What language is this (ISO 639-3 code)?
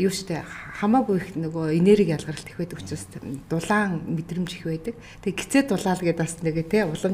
mon